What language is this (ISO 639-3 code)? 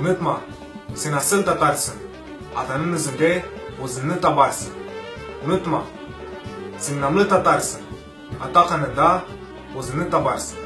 crh